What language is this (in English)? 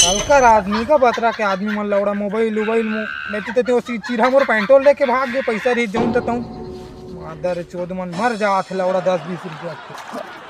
Chhattisgarhi